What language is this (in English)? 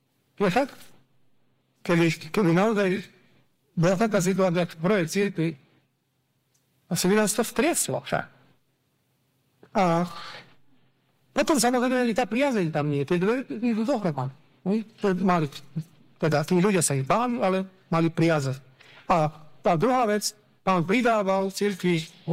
Slovak